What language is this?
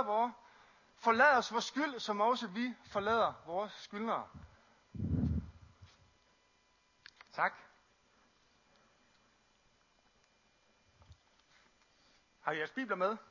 Danish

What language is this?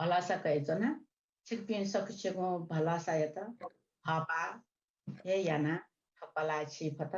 Newari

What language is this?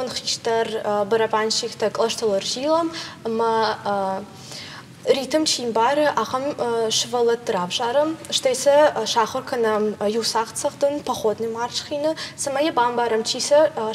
Ossetic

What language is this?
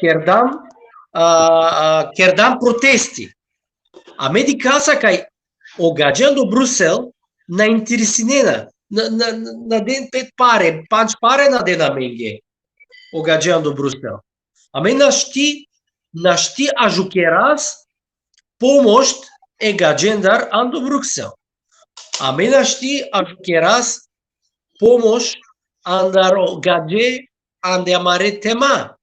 Balkan Romani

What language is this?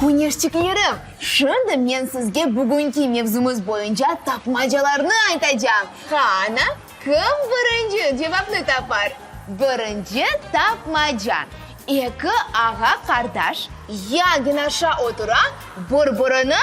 Crimean Tatar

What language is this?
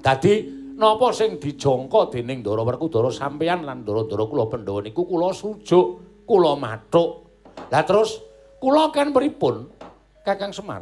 Javanese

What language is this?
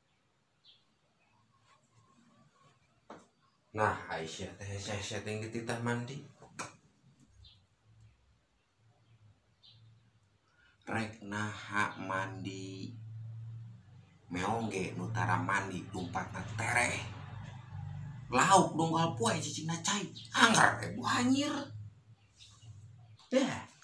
Sundanese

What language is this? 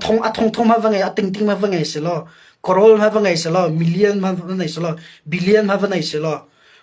Hakha Chin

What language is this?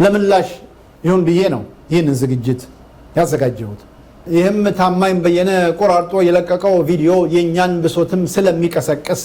Amharic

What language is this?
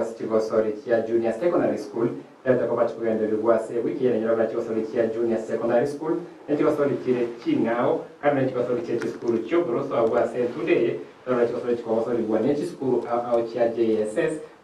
Gusii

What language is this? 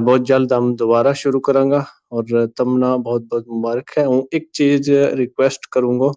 Gujari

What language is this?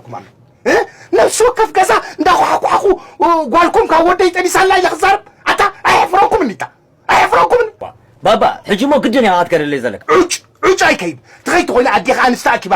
Tigrinya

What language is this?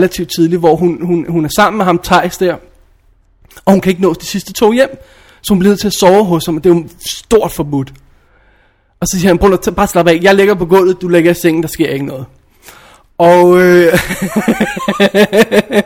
Danish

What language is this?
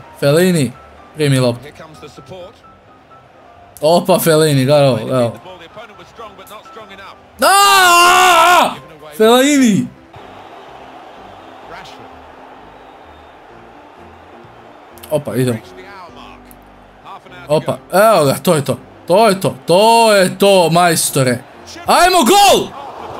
Croatian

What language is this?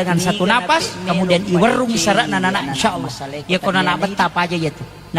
Buginese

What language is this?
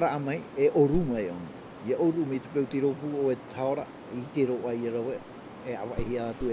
Tahitian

